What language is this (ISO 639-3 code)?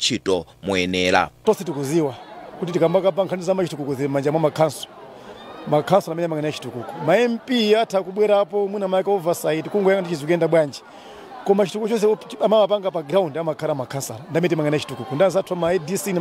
nya